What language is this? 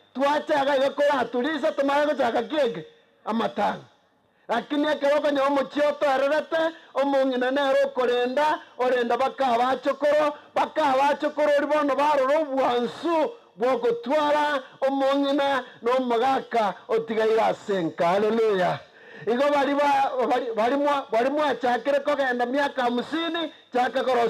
Gusii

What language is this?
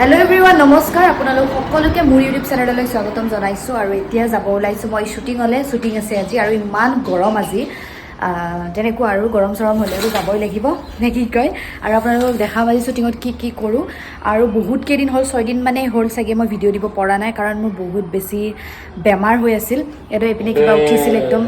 Assamese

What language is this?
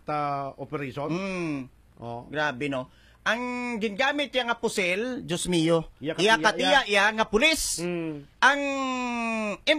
Hiligaynon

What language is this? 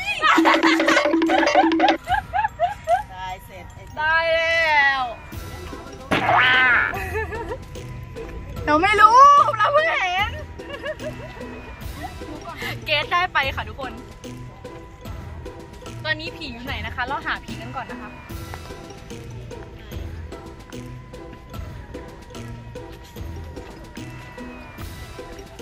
Thai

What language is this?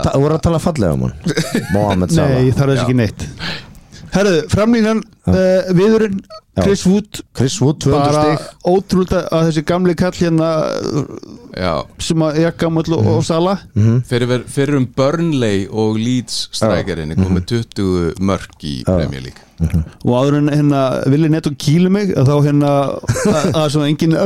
Icelandic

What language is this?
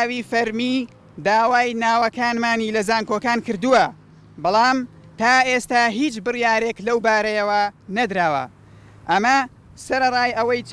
Central Kurdish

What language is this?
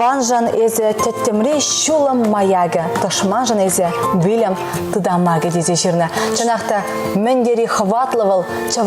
Chuvash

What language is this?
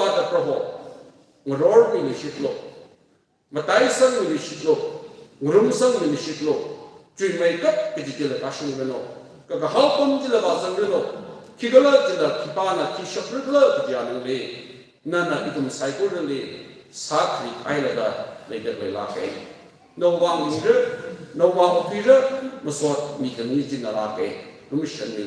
Tangkhul Naga (India)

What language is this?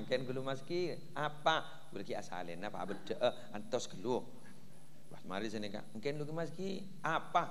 Madurese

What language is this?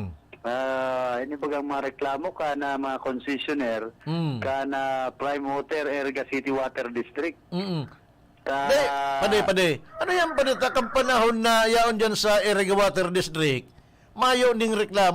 Bikol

